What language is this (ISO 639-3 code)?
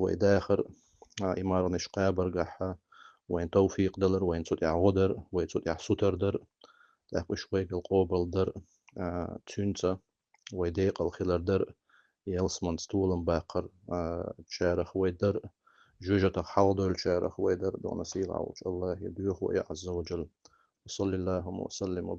che